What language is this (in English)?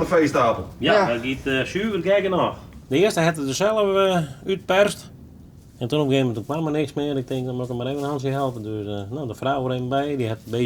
Western Frisian